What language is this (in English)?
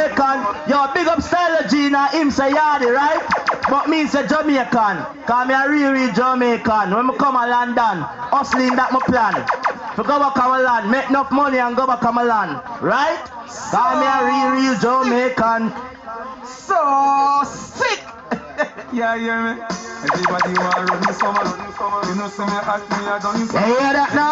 Jamaican Creole English